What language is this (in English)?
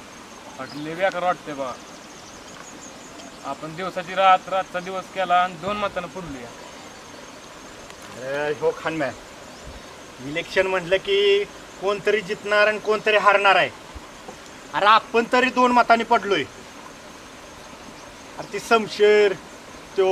Marathi